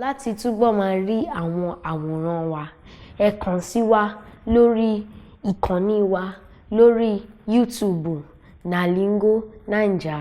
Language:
Yoruba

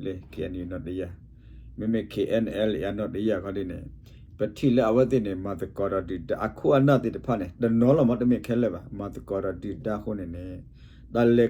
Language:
S'gaw Karen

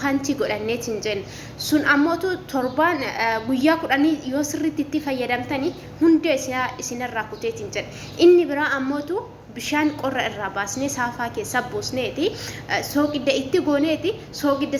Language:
Oromo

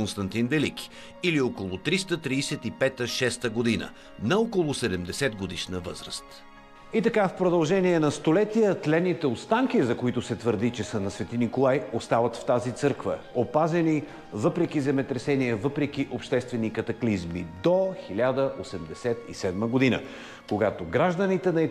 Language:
Bulgarian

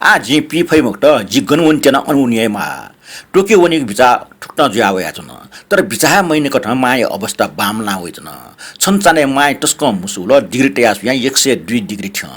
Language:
Newari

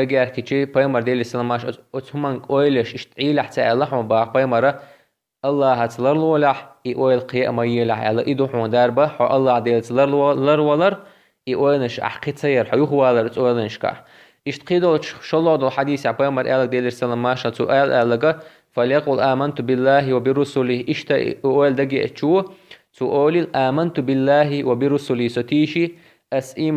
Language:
Chechen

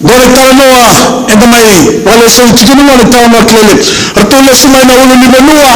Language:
Fijian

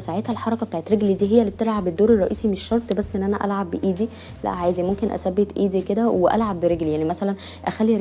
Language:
Egyptian Arabic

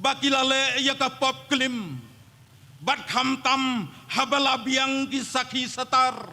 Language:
Khasi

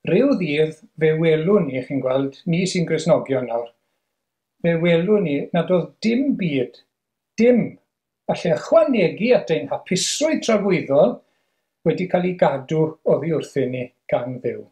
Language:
Welsh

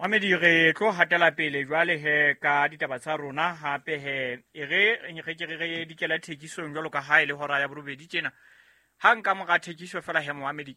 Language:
Southern Sotho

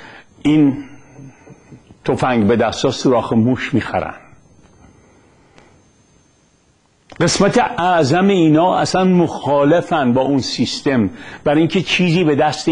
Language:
Persian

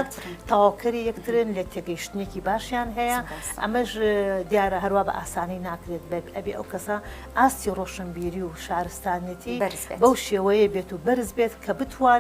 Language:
Central Kurdish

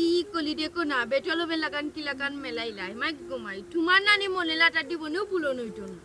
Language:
Sylheti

